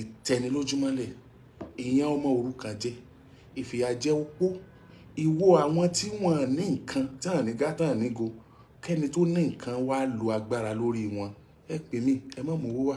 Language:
Yoruba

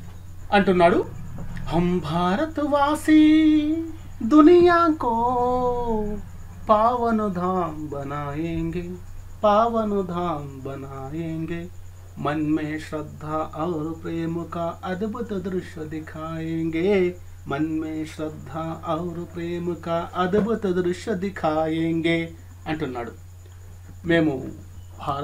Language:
Telugu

